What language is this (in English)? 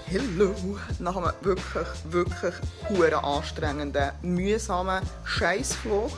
Swiss German